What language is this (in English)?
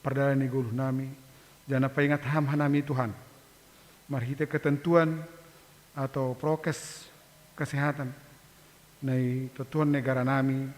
Batak Simalungun